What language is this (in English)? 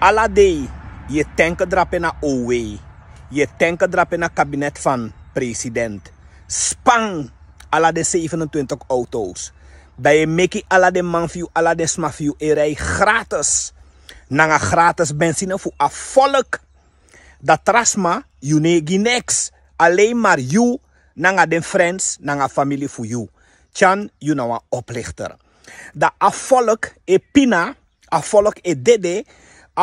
Sranan Tongo